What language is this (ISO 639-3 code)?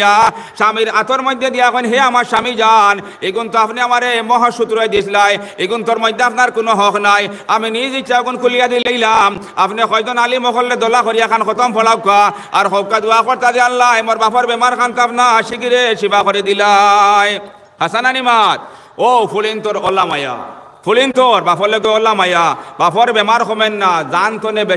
syl